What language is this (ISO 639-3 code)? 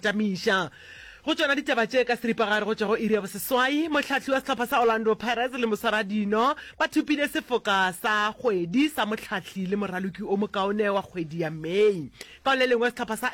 nso